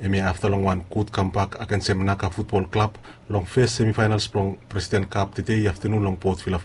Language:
Bislama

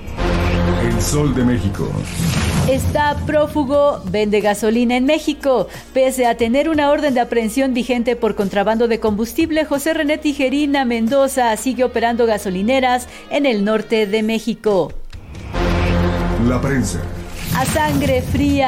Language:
Spanish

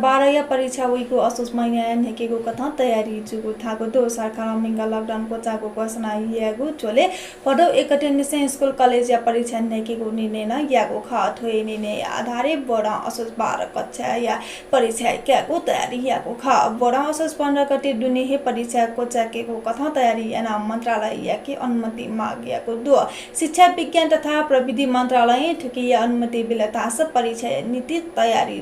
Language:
Newari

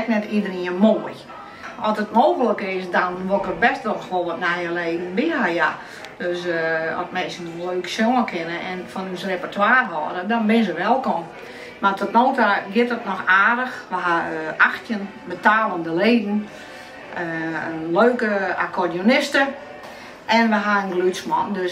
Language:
Western Frisian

